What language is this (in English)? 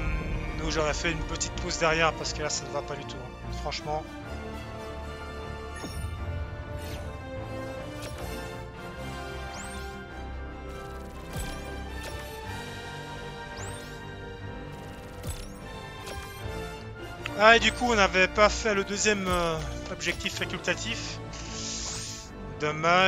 French